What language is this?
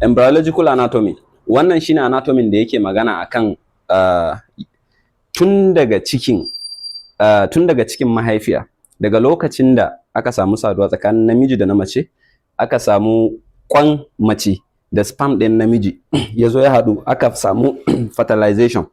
Hausa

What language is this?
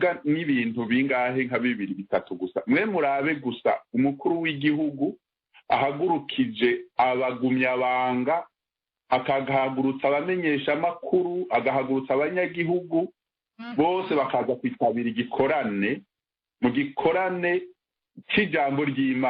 Rundi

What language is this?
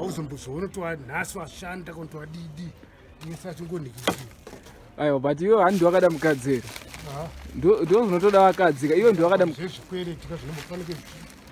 Shona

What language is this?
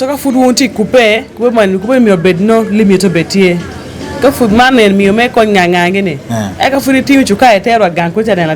Acoli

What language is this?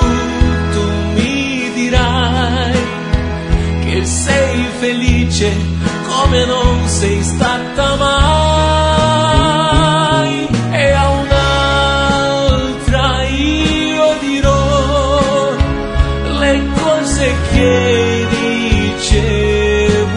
Italian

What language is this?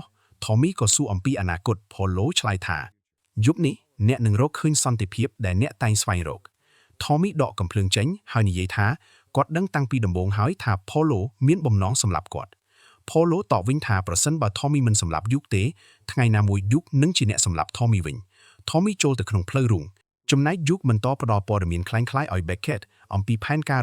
Khmer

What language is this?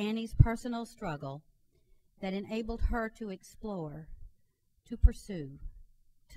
English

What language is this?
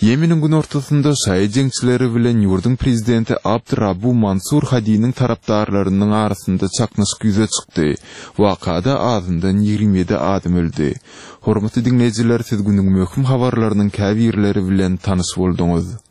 Turkmen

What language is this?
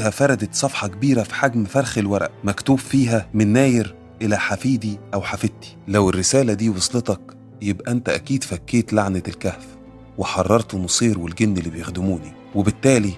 Egyptian Arabic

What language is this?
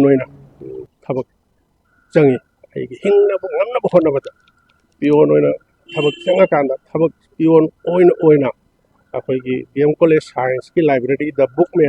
Manipuri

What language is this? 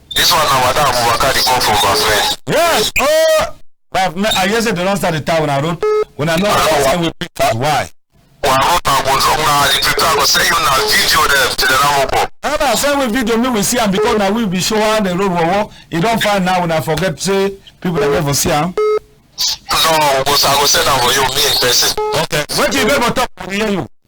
Cameroon Pidgin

